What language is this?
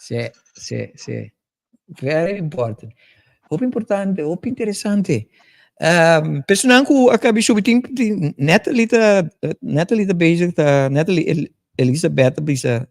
Papiamento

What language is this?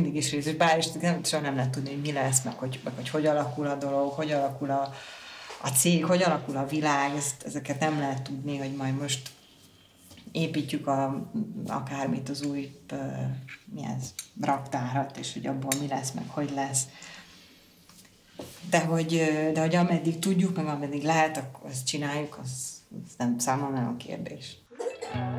Hungarian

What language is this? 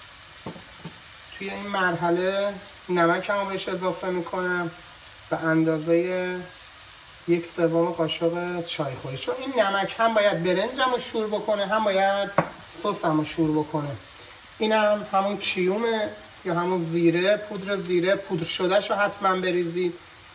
Persian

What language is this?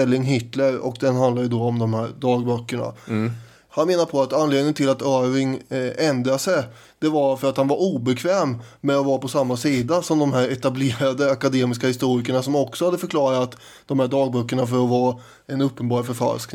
Swedish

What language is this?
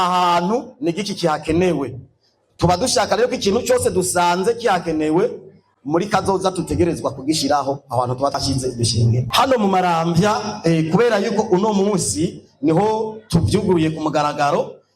Rundi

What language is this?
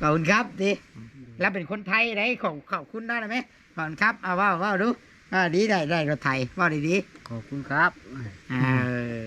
Northeastern Thai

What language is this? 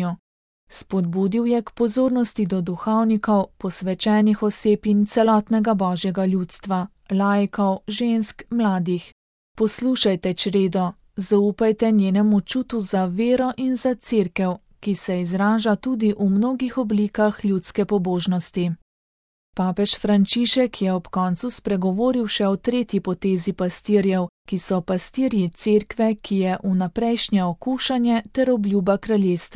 Slovenian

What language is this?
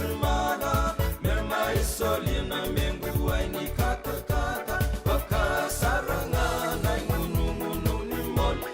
Fijian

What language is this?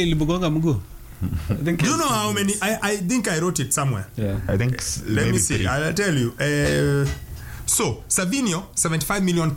Swahili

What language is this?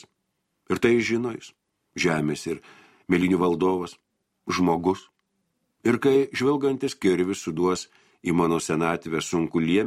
Lithuanian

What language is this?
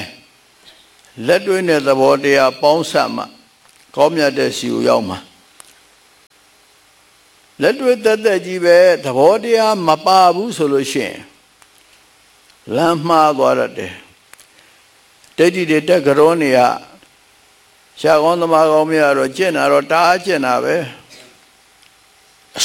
Burmese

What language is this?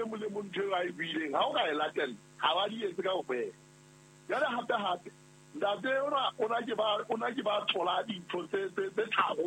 Southern Sotho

